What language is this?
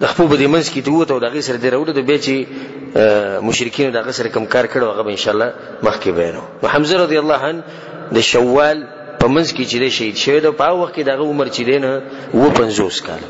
Pashto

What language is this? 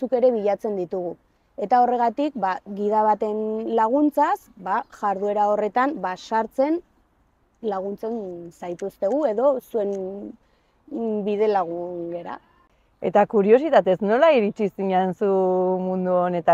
Basque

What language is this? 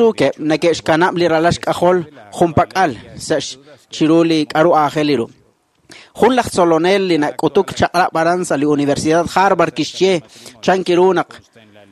Kekchí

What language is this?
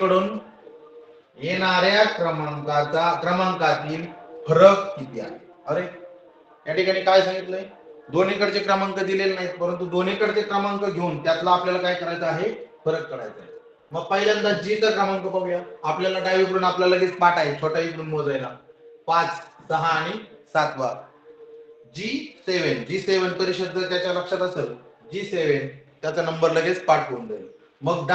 Marathi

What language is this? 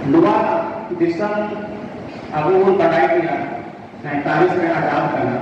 Santali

